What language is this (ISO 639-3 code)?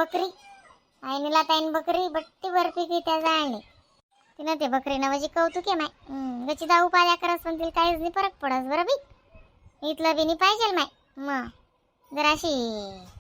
khn